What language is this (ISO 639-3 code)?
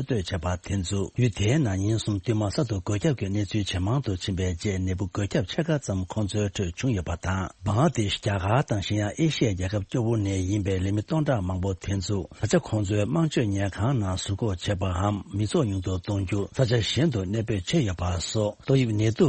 bod